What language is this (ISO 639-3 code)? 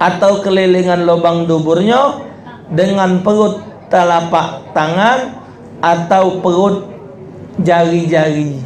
mui